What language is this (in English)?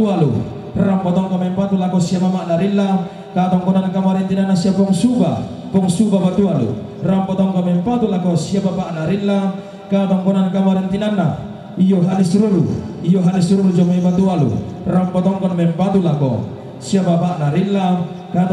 Toraja-Sa'dan